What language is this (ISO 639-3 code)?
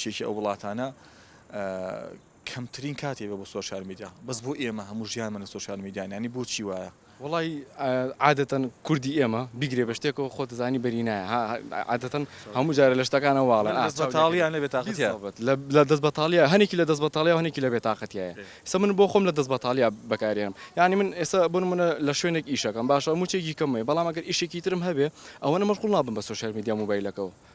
ckb